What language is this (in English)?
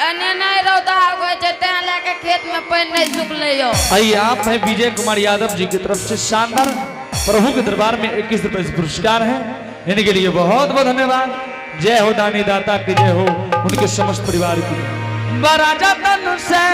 Angika